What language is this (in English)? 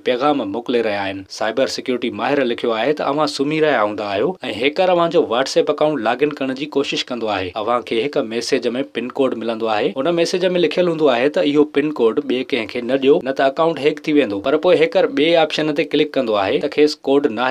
Sindhi